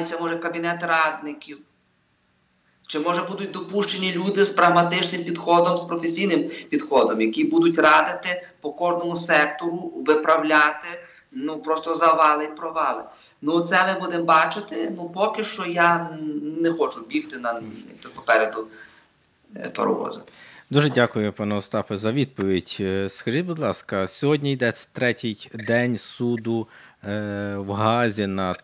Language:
Ukrainian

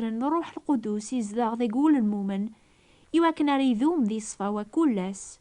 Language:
Kabyle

